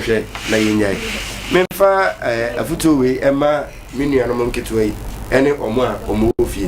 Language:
Akan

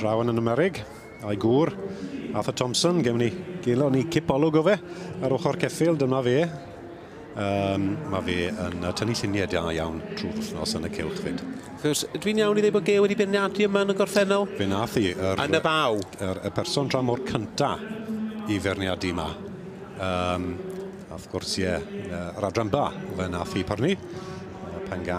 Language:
Welsh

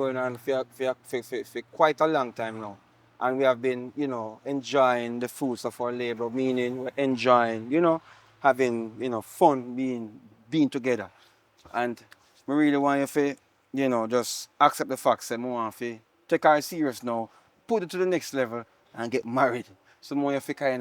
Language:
Jamaican Creole English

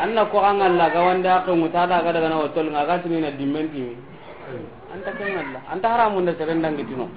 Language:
Soninke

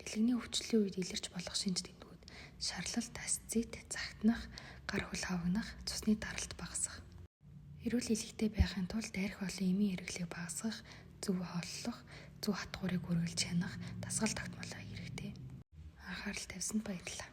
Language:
Mongolian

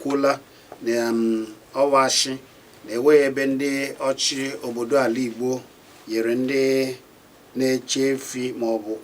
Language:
Igbo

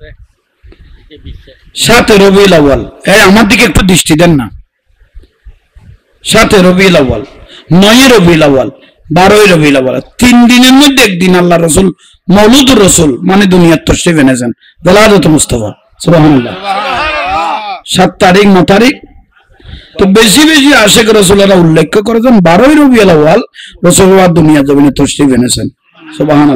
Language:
Bangla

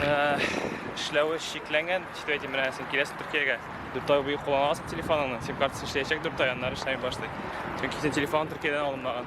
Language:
Tatar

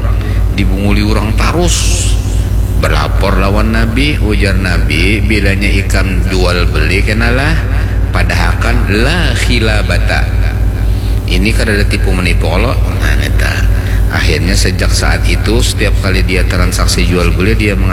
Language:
Banjar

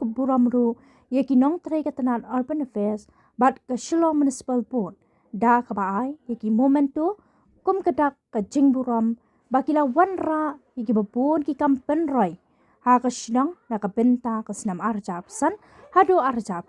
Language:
Khasi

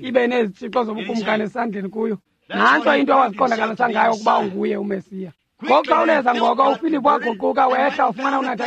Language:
Xhosa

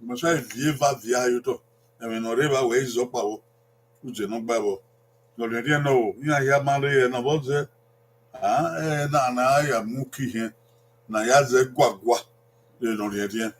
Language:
Bini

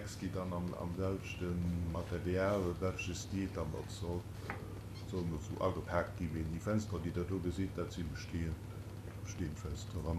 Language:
Luxembourgish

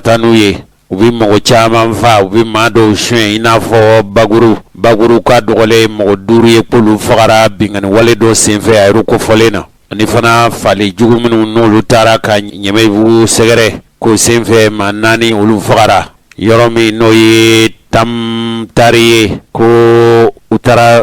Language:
Bambara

